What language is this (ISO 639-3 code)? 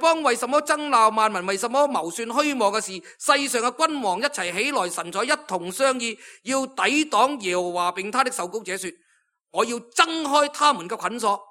yue